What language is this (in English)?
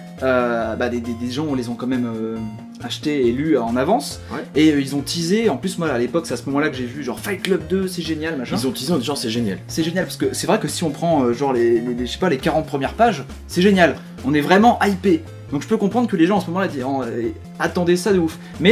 French